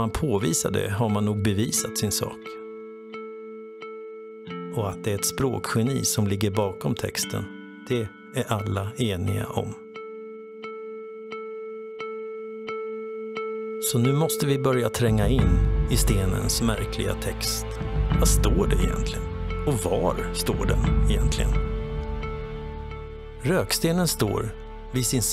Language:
Swedish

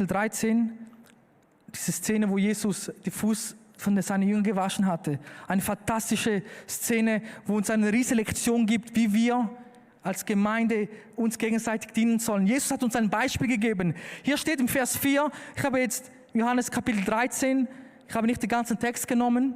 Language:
Swiss German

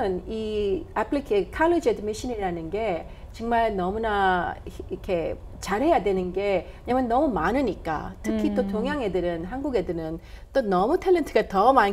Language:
Korean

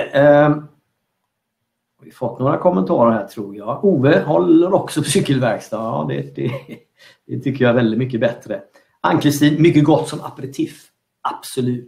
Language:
Swedish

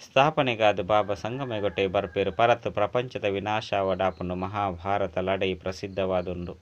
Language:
Tulu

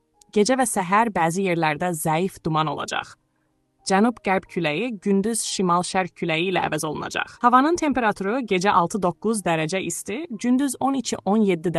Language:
Azerbaijani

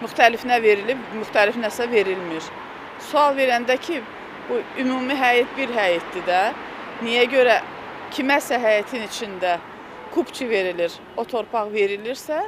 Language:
Azerbaijani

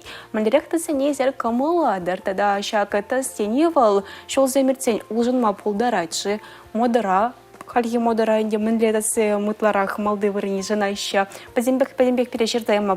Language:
Chuvash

